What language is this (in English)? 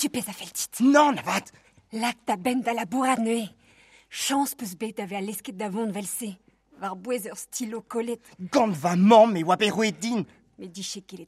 Breton